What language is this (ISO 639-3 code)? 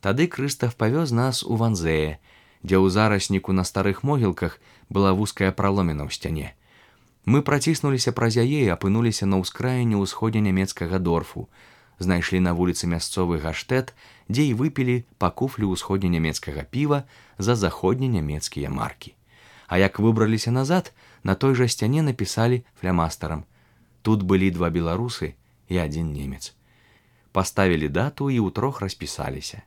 bel